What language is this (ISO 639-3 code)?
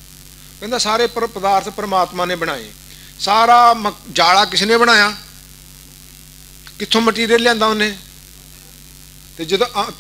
pan